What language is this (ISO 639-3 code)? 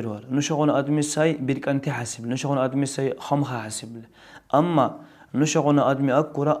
dar